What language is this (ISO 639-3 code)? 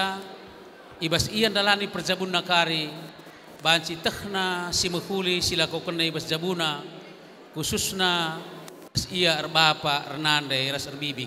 btx